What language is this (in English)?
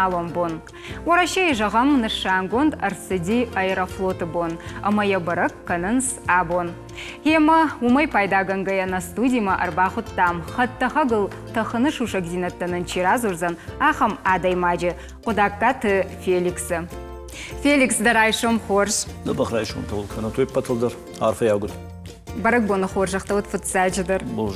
Ossetic